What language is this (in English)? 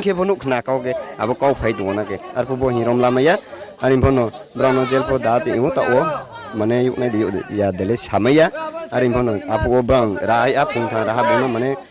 Riang (India)